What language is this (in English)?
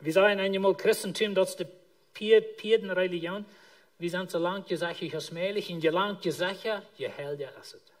Plautdietsch